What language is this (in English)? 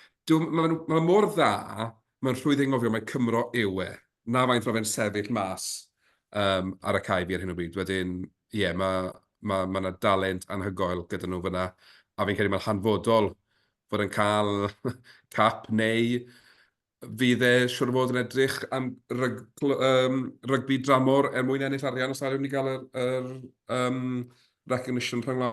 Welsh